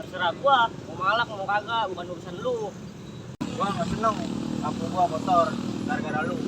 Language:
Betawi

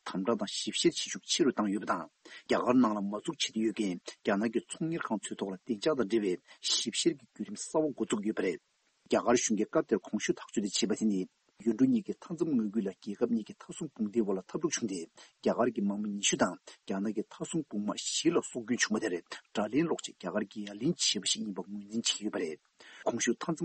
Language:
Tibetan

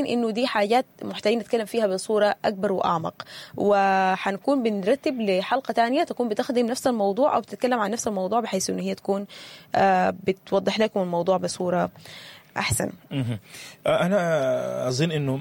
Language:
Sudanese Arabic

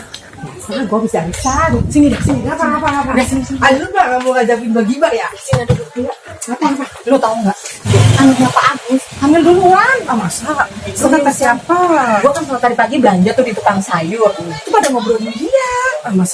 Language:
Betawi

